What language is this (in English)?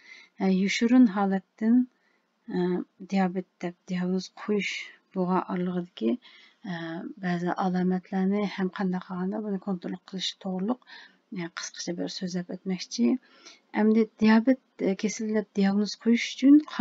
Uyghur